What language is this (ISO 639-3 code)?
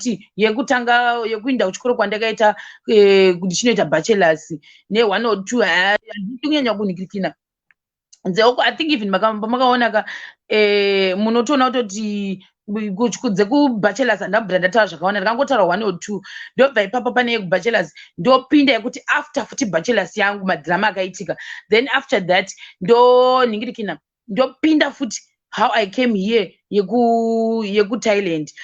sna